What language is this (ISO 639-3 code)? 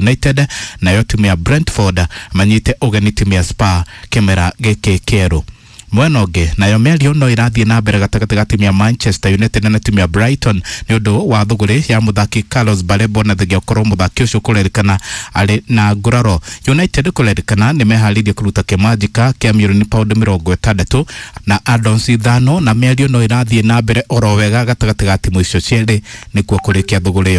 kik